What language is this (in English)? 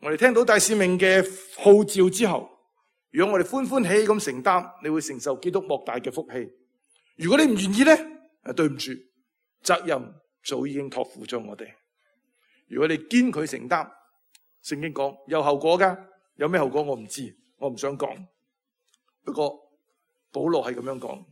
Cantonese